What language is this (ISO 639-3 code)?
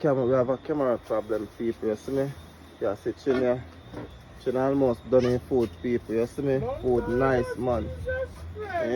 jam